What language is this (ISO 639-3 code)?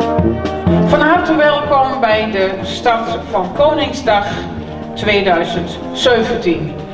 fry